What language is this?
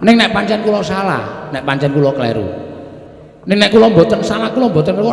Javanese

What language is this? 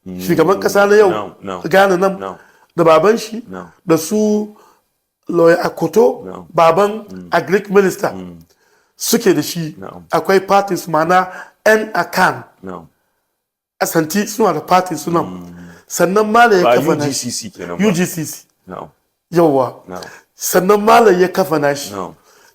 Hausa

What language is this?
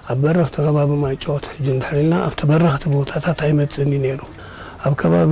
Tigrinya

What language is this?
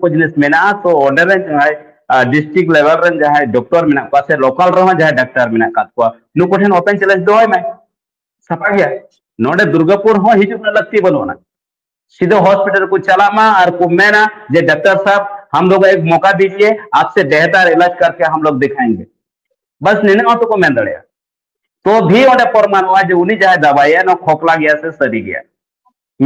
Santali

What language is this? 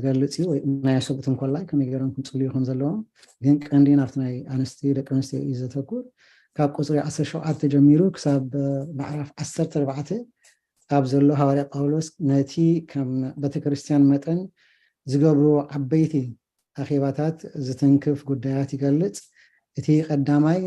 Tigrinya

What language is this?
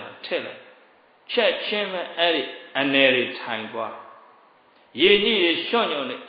Burmese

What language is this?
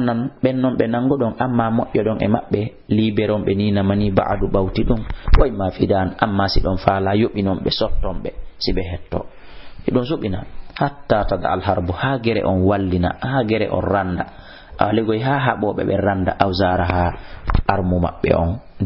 Fula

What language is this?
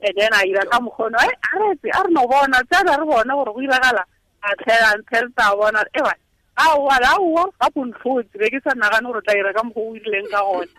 Tswana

